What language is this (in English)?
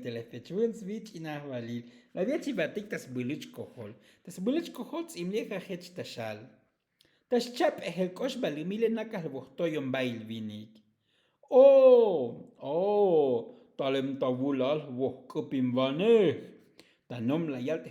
Tzotzil